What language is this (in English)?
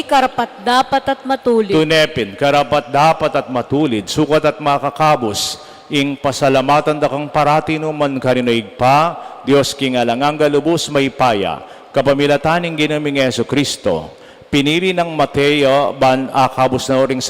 Pampanga